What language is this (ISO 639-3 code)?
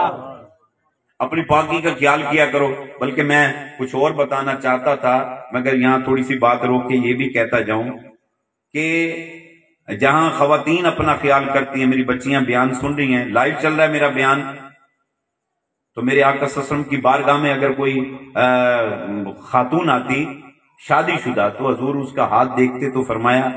urd